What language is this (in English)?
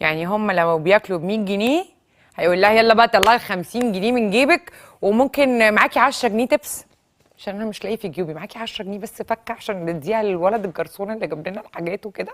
Egyptian Arabic